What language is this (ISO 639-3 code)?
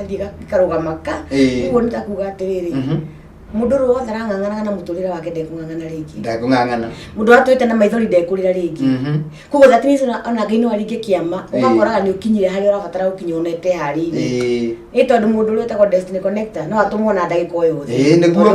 kik